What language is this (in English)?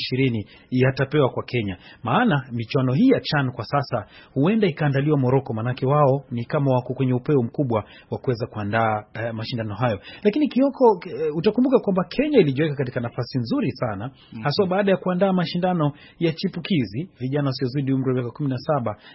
Swahili